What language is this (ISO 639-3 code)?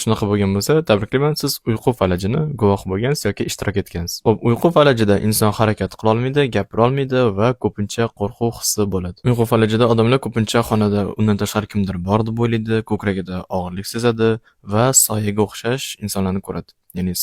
uzb